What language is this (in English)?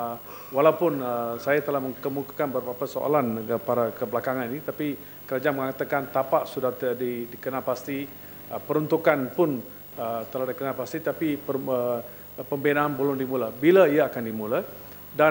Malay